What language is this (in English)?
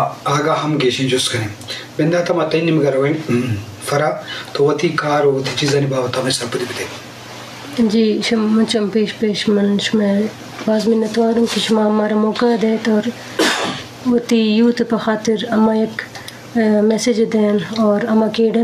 Eastern Balochi